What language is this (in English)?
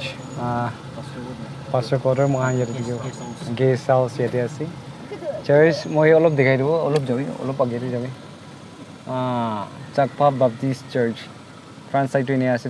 Naga Pidgin